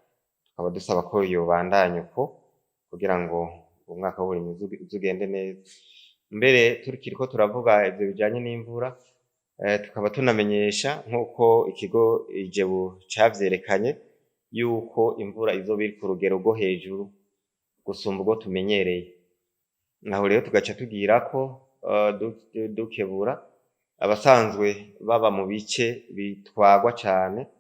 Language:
Rundi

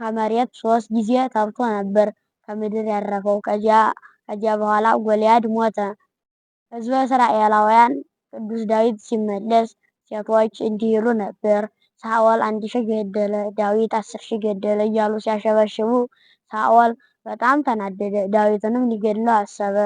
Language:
Amharic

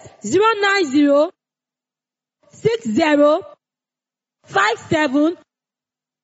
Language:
Yoruba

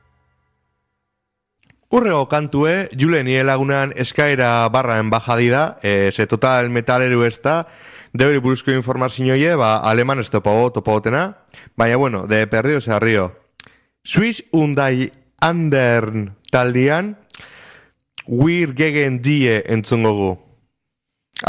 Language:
Basque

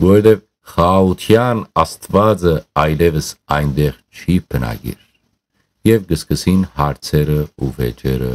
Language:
Western Armenian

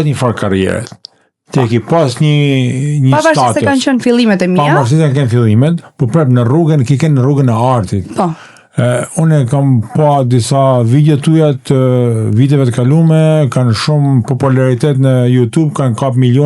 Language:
Albanian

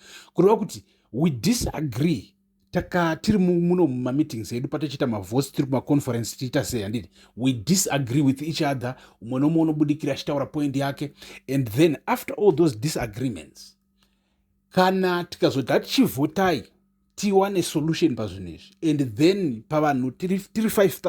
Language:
Shona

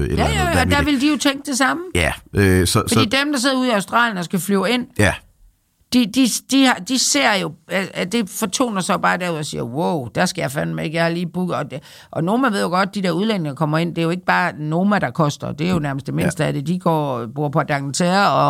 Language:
Danish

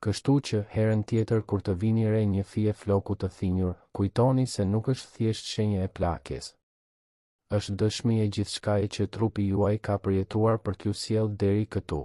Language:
Albanian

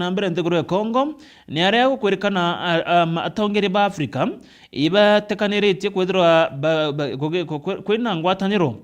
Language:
Meru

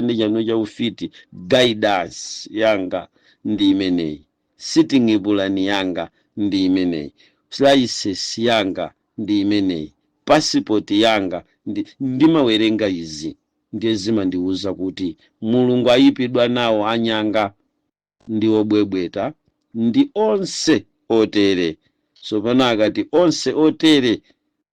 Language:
Nyanja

